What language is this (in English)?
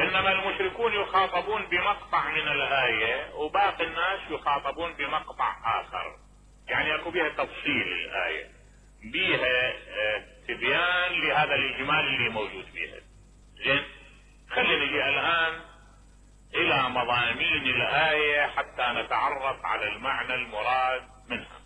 Mesopotamian Arabic